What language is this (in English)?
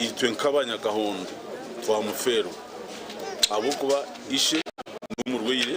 Nyankole